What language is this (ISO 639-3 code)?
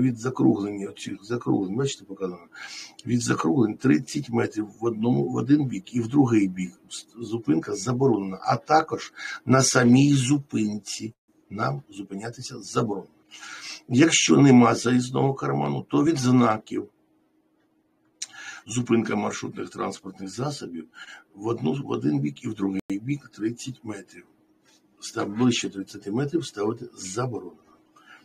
ukr